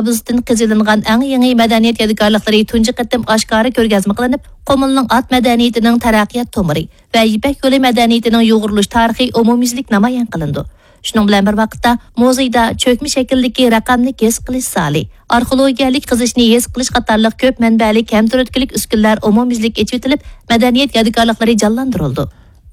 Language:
Uyghur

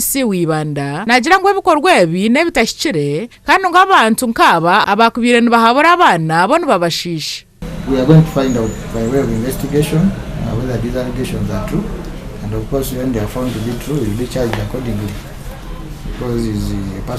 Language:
Nyankole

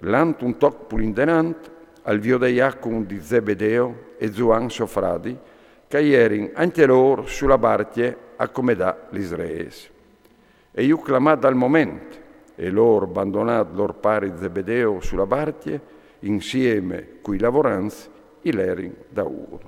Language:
Friulian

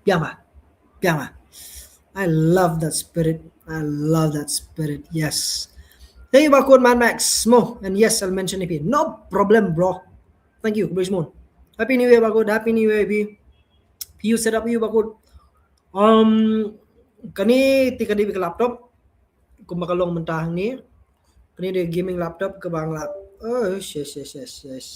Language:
Khasi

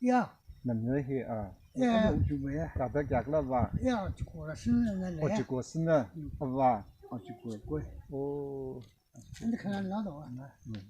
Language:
Tangkhul Naga (India)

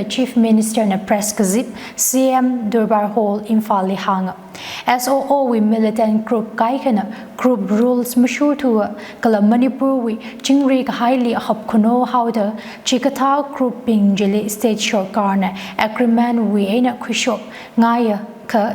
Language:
Tangkhul Naga (India)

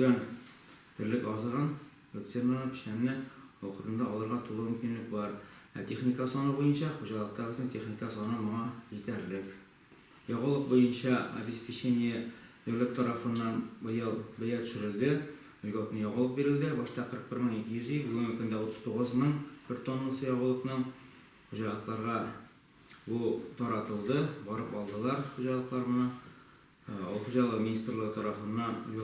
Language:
Tatar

